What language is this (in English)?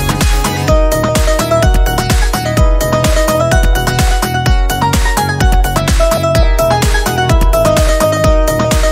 Malayalam